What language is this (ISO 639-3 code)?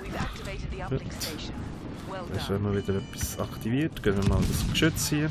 gsw